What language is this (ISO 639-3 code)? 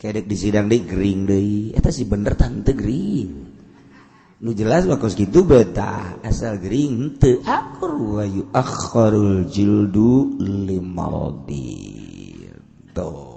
sun